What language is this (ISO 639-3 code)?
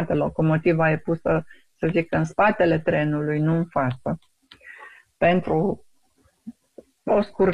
ron